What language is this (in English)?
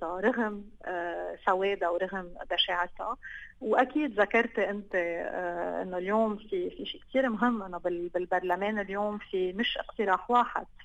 North Levantine Arabic